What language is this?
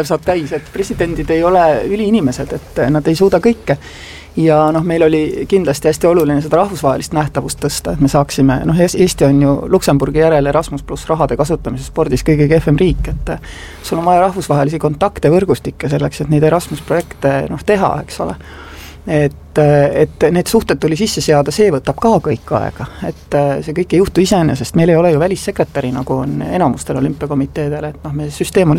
Estonian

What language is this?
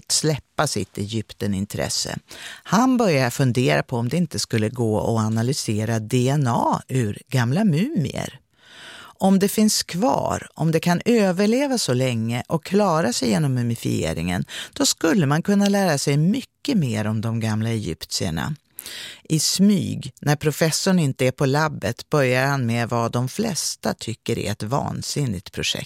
Swedish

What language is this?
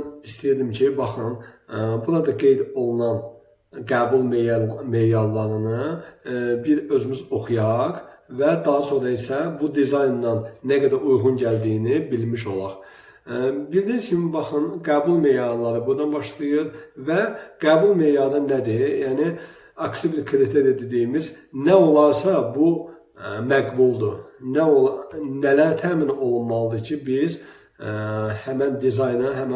Azerbaijani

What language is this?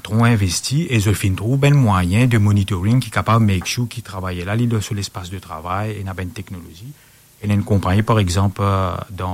Morisyen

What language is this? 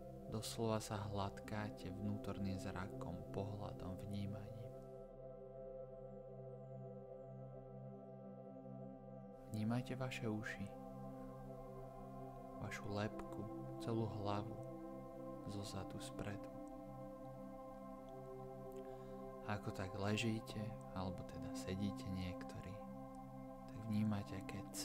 Slovak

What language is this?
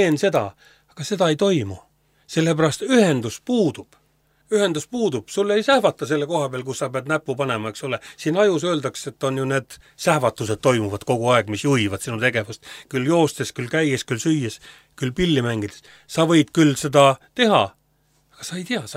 Estonian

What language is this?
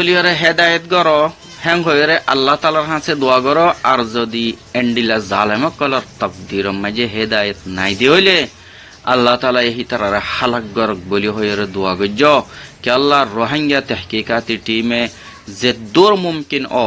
Rohingya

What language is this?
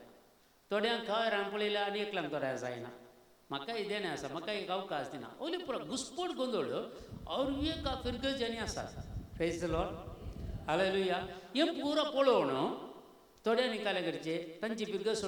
Konkani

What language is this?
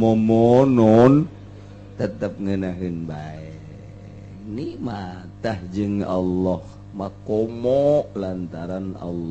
Sundanese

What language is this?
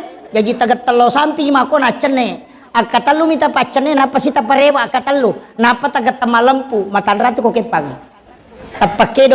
Buginese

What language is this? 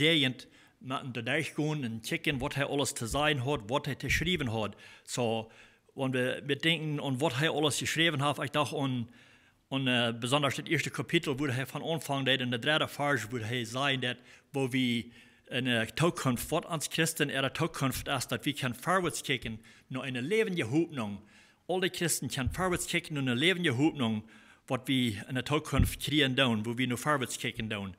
Plautdietsch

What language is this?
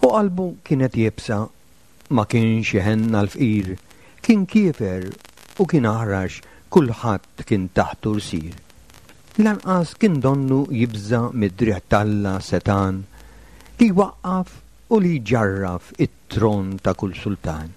Maltese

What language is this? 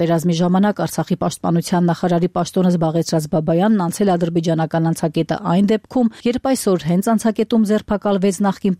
Armenian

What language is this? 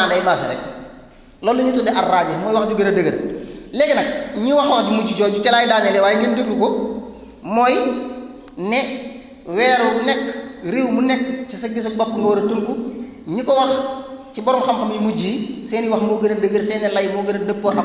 Wolof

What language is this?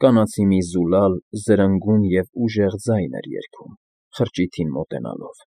Armenian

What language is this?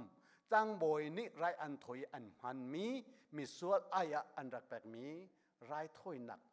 Hakha Chin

